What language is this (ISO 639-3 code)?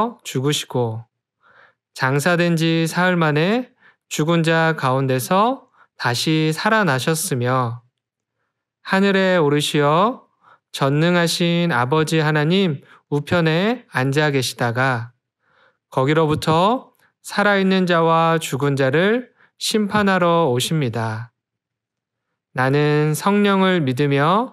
kor